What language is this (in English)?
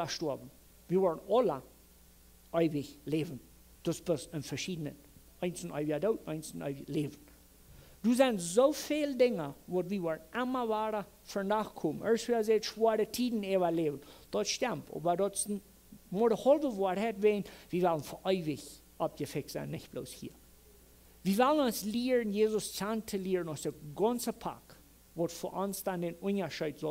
Plautdietsch